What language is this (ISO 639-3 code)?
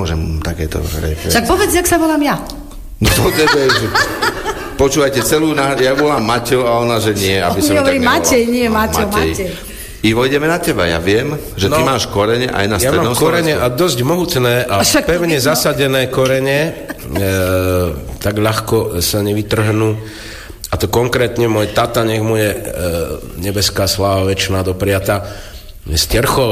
slk